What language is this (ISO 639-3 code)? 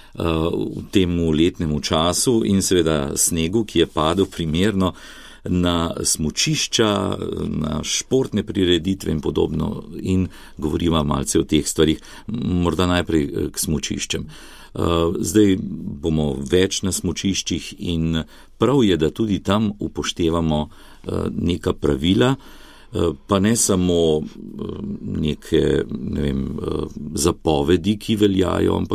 slv